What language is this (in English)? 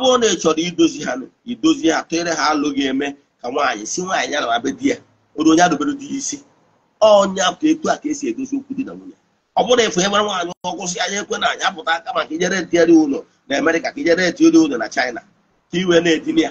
Igbo